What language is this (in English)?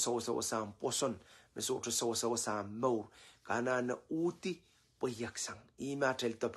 Pohnpeian